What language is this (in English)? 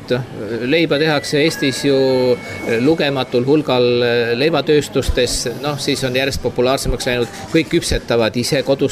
Estonian